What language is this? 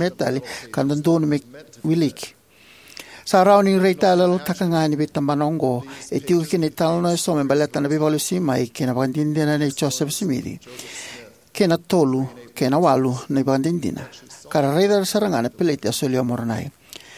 Fijian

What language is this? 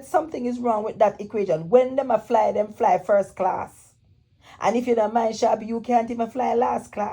Jamaican Creole English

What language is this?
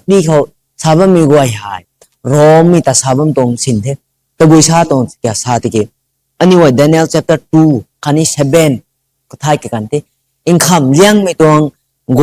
Rongmei Naga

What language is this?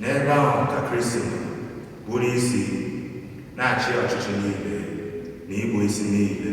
Igbo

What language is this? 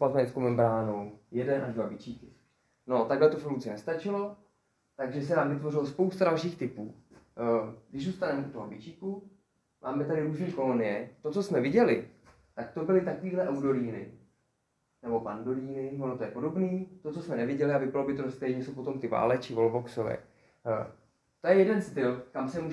Czech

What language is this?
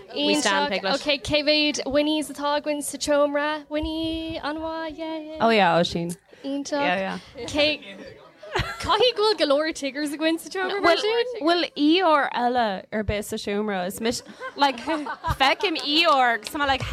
Irish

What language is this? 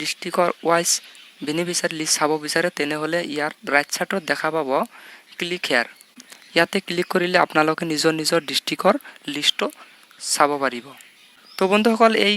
Assamese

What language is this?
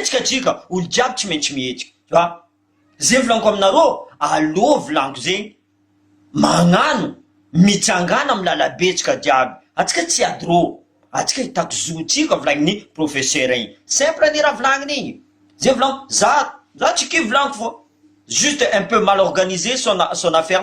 Malagasy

